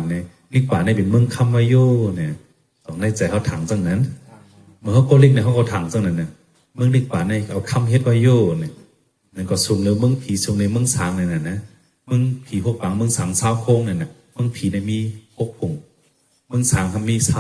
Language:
Shan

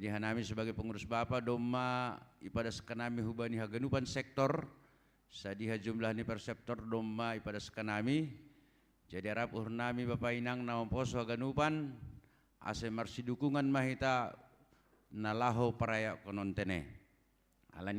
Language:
Batak Simalungun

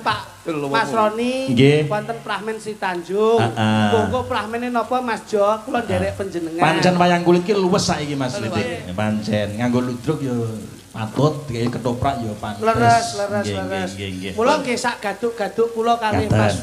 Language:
Javanese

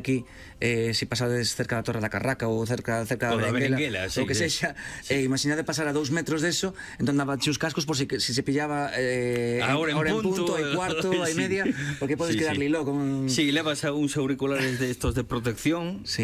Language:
Galician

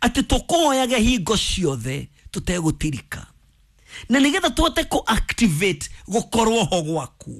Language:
Kikuyu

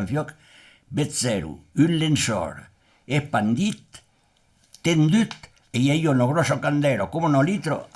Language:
Occitan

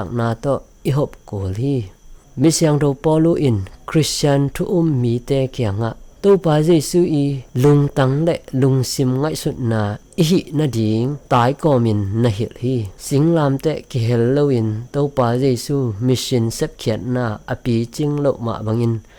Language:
Tedim Chin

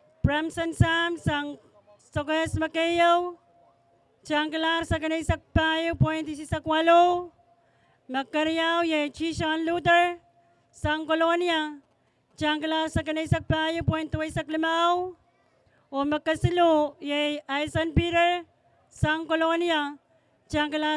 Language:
Pohnpeian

